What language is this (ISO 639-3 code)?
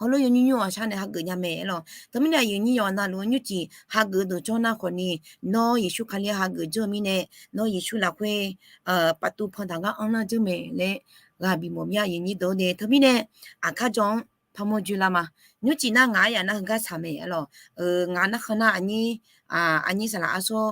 ahk